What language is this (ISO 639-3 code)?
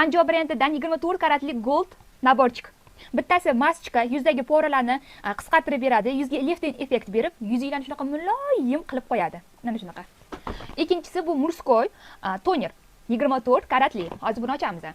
uzb